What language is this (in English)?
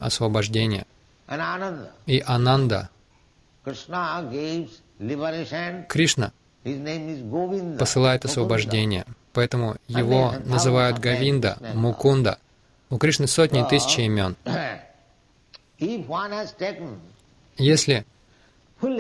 Russian